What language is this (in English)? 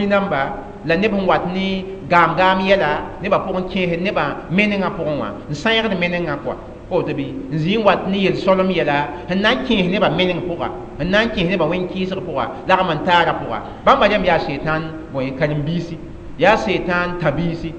Mossi